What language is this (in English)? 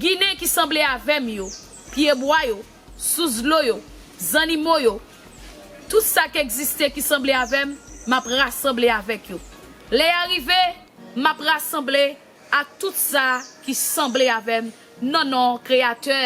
Haitian Creole